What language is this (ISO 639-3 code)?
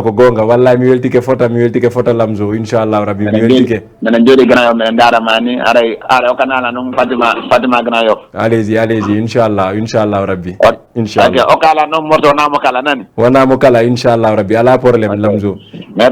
ful